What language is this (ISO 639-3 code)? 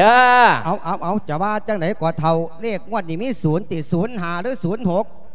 lao